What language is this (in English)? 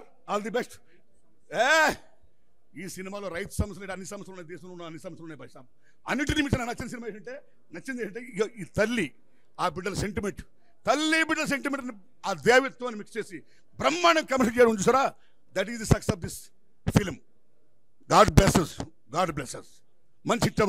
Telugu